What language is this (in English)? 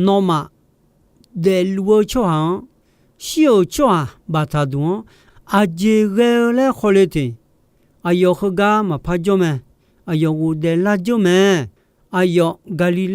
Akha